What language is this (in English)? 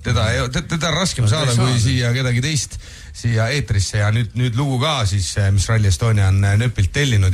Estonian